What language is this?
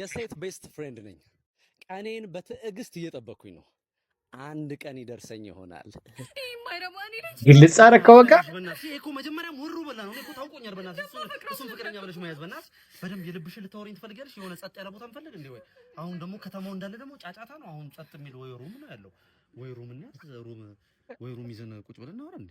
Amharic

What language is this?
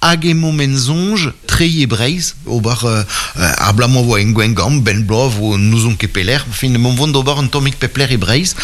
Breton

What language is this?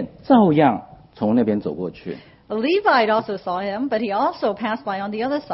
Chinese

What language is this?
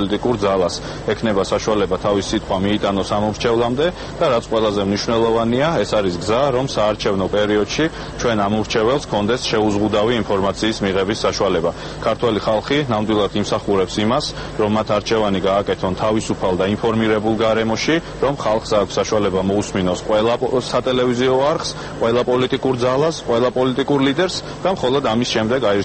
Georgian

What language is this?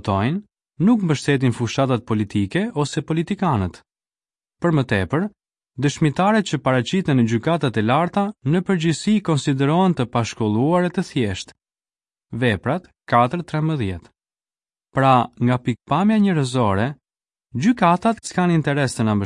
Albanian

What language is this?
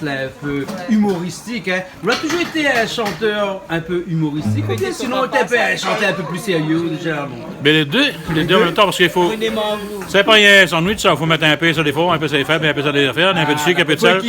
Réunion Creole French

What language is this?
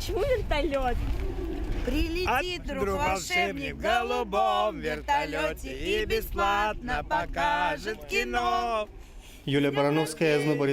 Udmurt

